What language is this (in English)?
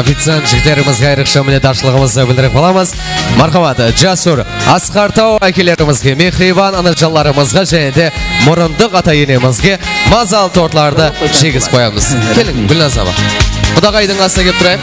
Kara-Kalpak